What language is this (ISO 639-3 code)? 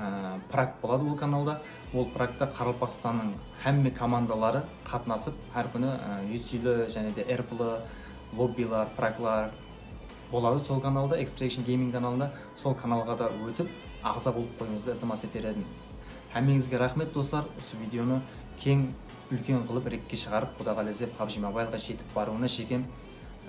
kaa